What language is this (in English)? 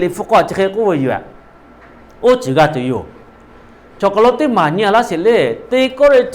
Lahu